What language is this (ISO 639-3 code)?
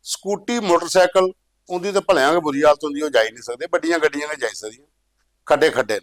doi